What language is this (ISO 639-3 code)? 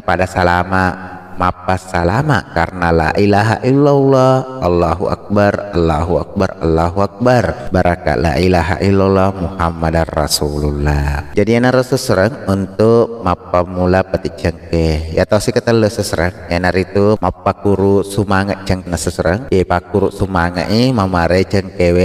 bug